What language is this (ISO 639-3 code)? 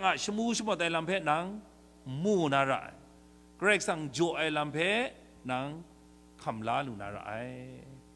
kac